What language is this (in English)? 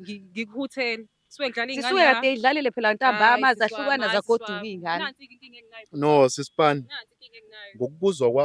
Zulu